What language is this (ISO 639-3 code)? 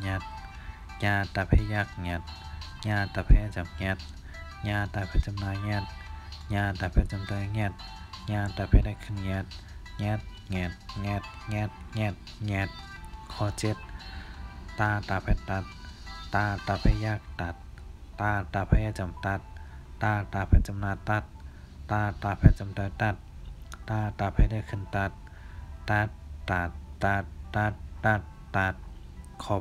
shn